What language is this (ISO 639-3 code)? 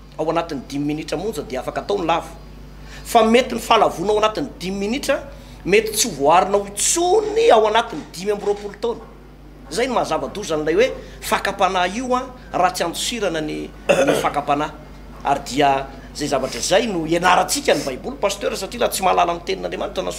mlg